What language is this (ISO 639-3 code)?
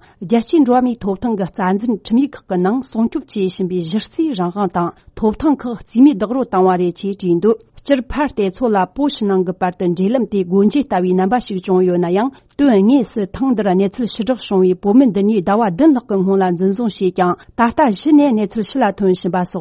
bod